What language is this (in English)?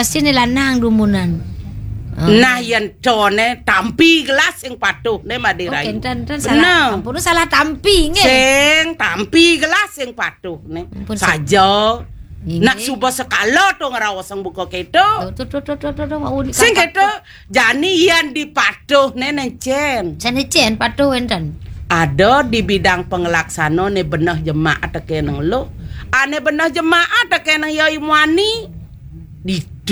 Balinese